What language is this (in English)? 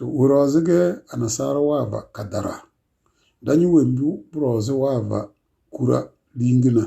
Tem